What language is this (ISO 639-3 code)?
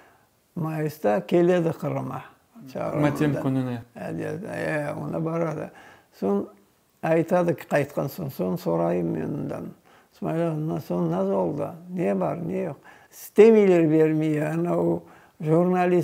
crh